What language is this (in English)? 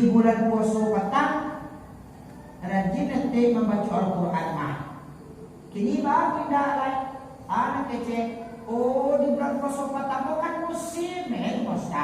Minangkabau